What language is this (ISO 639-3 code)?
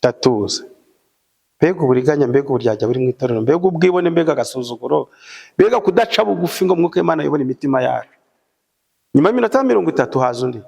kin